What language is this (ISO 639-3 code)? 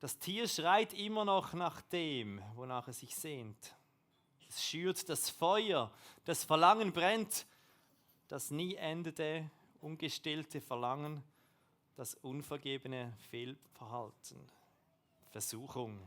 gsw